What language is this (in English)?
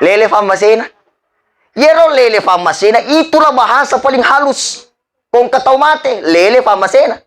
Buginese